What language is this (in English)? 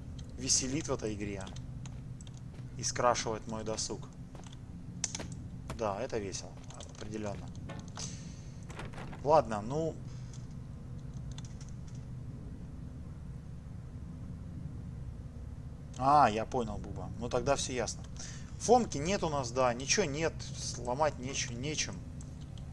Russian